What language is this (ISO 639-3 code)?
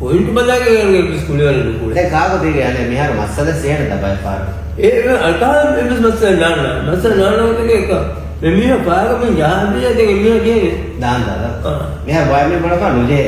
div